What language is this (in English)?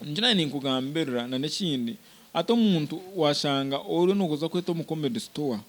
Nyankole